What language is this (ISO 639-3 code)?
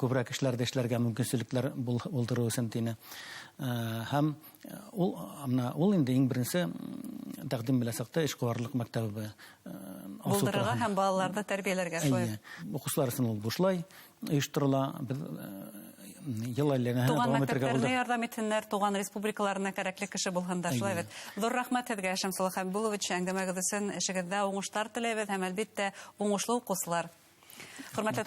bak